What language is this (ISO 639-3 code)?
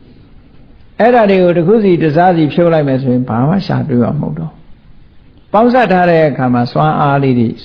mya